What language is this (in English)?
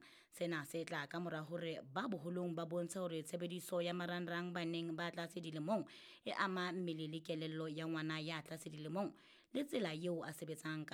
Southern Sotho